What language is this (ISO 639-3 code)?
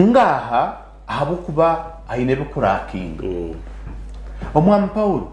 nyn